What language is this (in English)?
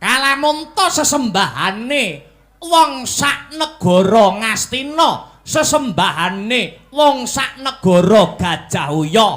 Javanese